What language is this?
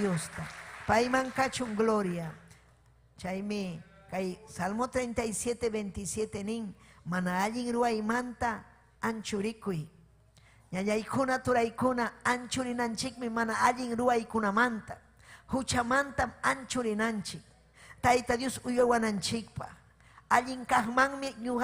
Ayacucho Quechua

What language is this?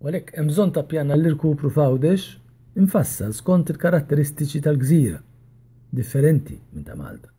Maltese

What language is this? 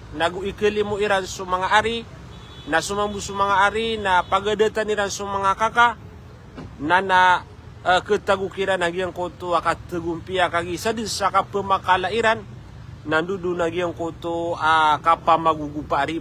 Maranao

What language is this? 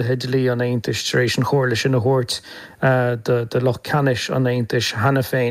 Irish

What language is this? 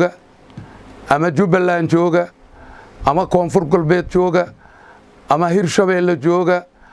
Somali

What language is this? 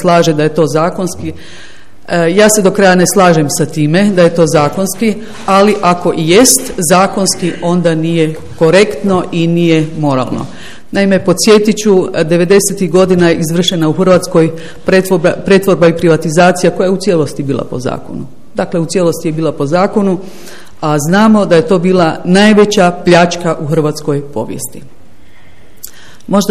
Croatian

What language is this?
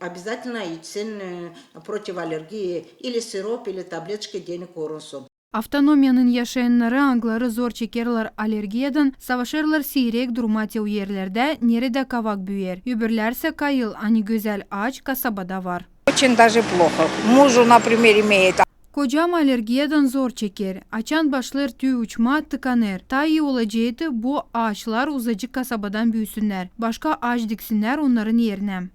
Gagauz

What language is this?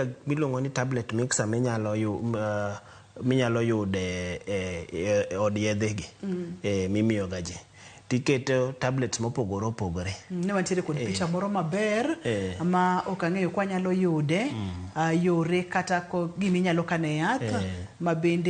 Luo (Kenya and Tanzania)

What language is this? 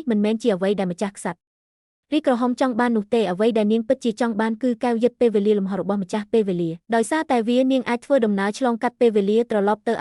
Khmer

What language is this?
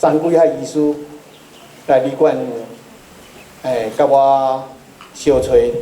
Min Nan Chinese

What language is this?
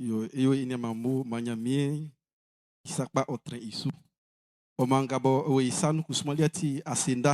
Baoulé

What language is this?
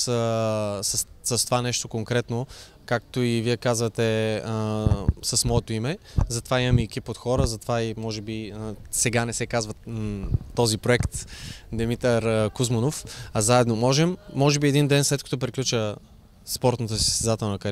Bulgarian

